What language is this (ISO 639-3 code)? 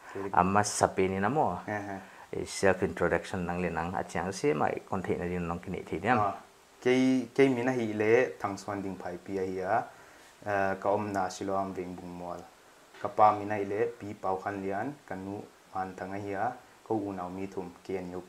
pck